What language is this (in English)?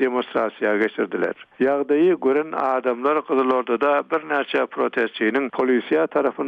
Turkmen